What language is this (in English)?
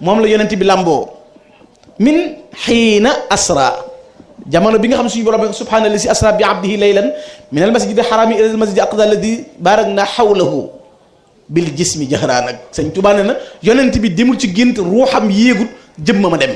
Wolof